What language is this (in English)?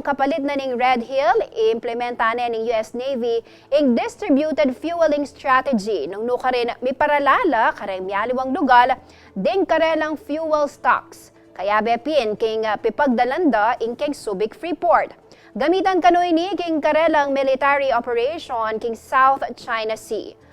Pampanga